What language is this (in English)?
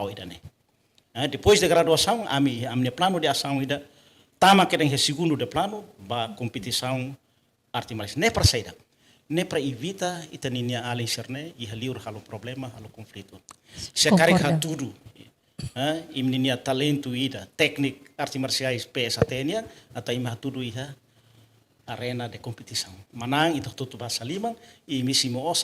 Tetum